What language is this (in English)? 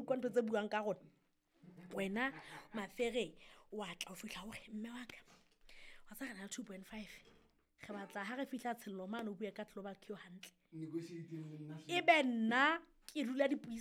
Southern Sotho